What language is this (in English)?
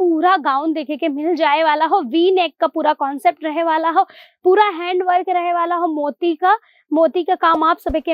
Bhojpuri